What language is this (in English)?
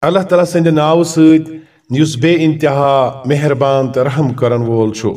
Kashmiri